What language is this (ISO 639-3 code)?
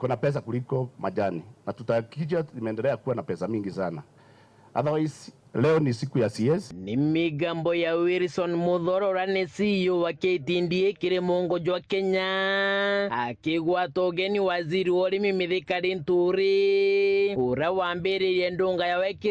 mer